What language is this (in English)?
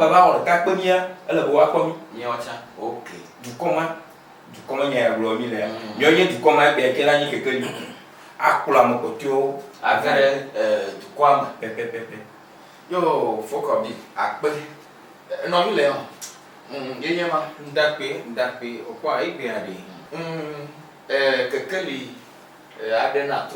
Ewe